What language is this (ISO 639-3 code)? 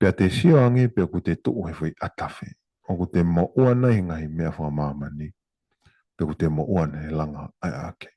ton